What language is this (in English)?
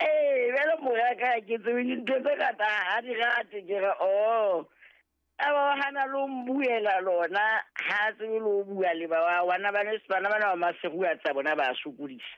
Southern Sotho